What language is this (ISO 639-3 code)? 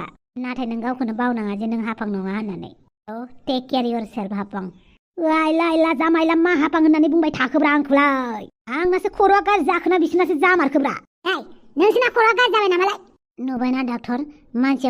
brx